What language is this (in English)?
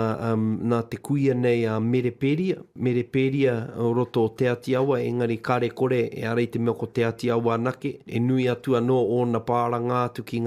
Māori